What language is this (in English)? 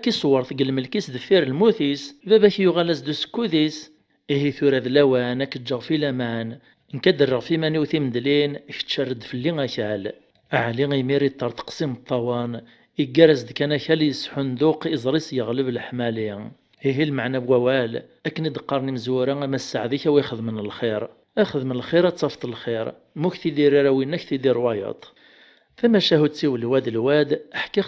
Kabyle